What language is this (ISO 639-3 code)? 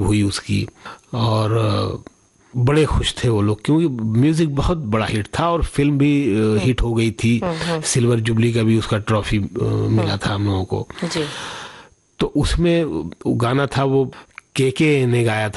hin